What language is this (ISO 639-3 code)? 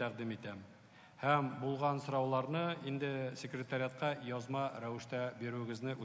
tat